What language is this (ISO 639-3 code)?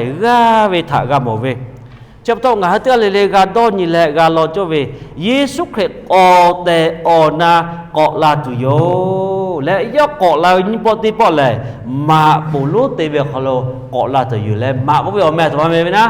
lhu